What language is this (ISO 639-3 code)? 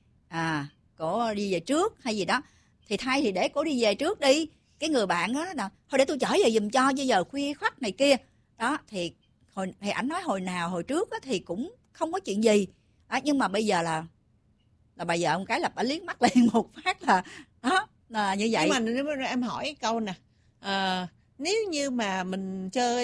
vie